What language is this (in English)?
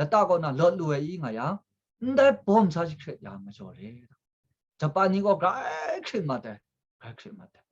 Kachin